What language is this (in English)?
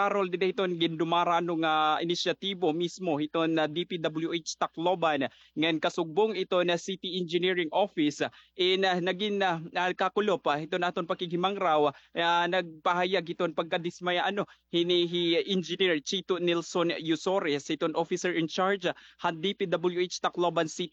Waray